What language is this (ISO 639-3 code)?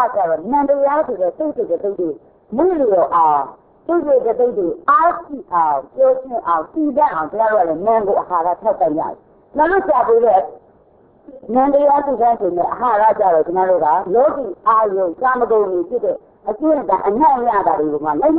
mya